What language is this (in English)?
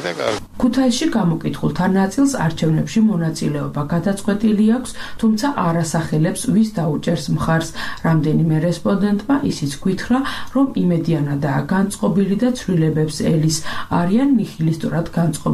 Georgian